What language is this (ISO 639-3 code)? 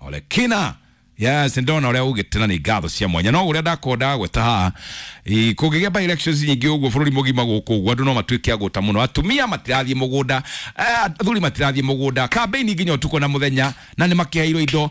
kik